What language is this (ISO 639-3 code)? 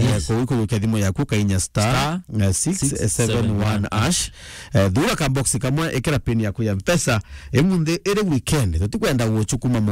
mer